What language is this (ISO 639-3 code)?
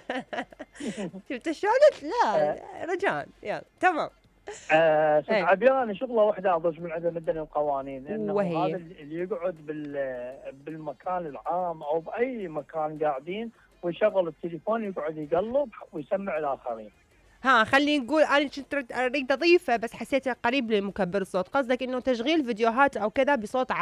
acm